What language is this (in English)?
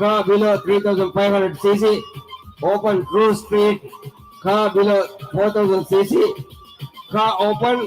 Divehi